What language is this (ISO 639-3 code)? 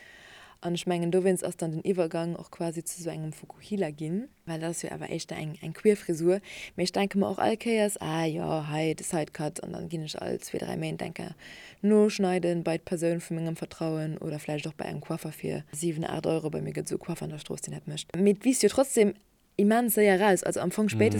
ltz